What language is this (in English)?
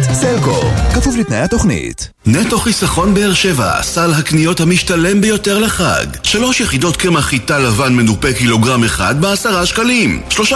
Hebrew